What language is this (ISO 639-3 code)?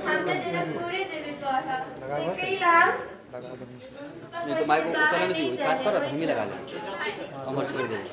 mai